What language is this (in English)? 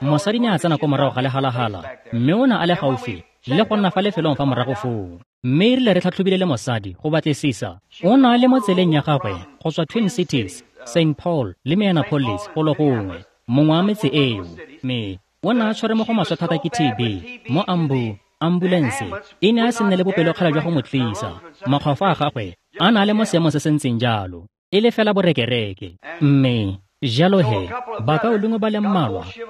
Tswana